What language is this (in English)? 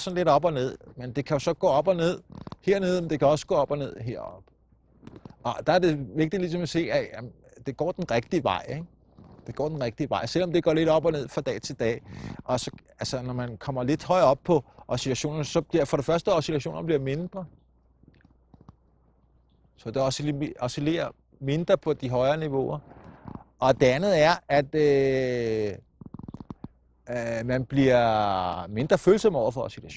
Danish